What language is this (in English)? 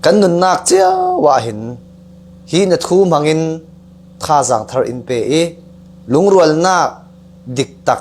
Falam Chin